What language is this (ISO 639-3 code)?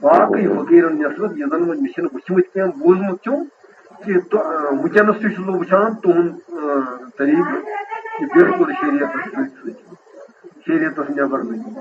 kas